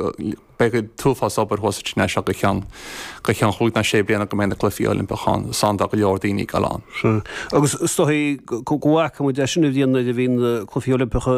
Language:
Irish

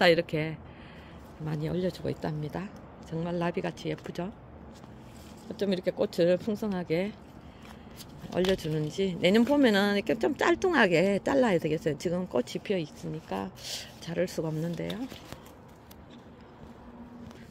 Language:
Korean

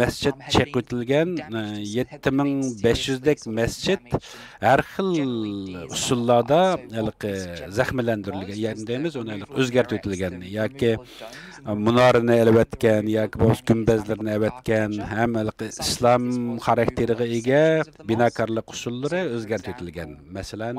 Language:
Uyghur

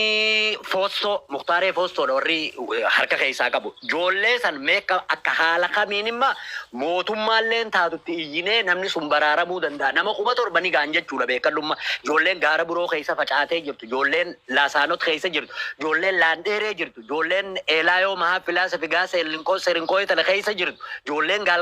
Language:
Oromo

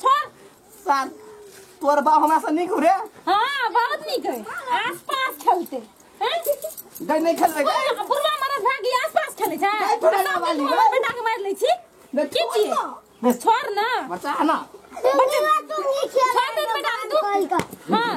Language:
Maithili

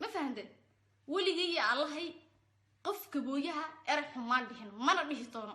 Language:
Somali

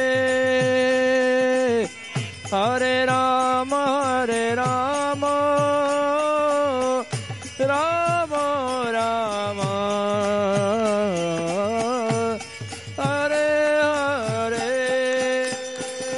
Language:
Hindi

